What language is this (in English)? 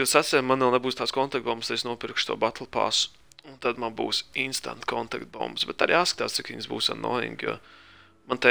Latvian